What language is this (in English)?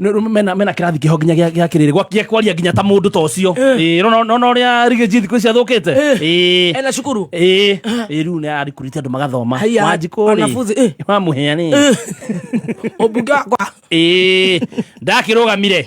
Kikuyu